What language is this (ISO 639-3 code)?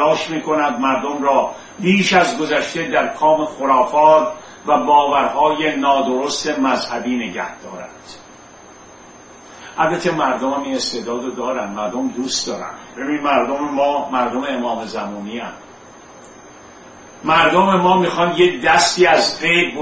fas